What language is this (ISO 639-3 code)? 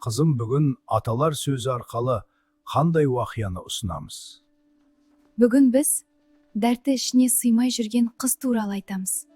kaa